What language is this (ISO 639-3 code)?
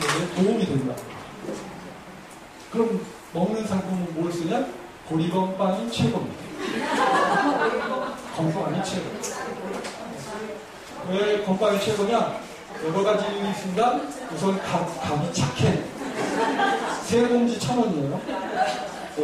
kor